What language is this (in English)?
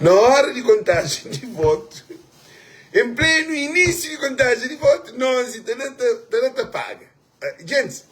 Kabuverdianu